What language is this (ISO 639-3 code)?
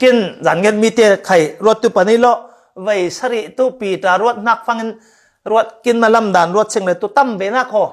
cfm